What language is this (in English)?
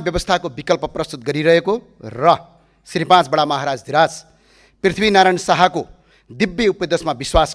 Nepali